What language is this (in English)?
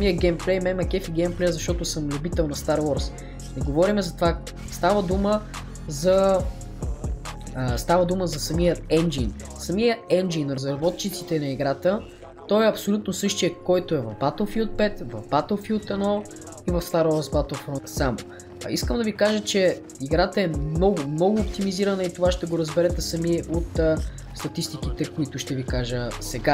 Bulgarian